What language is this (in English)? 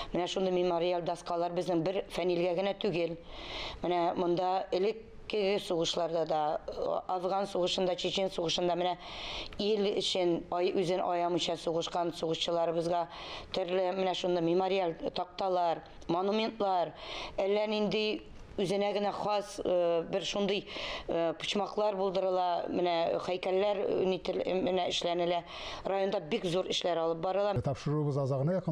Tatar